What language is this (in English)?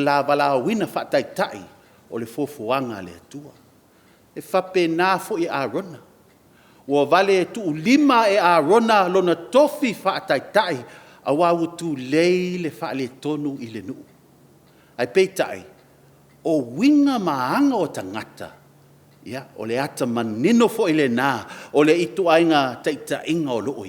Samoan